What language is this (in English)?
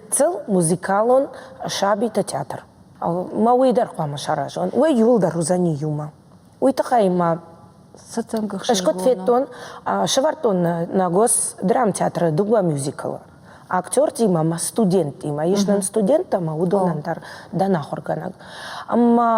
Ossetic